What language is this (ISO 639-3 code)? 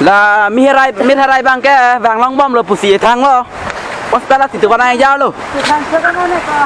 mjw